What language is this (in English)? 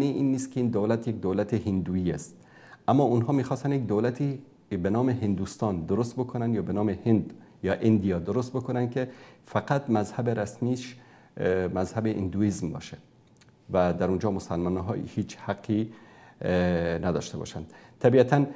Persian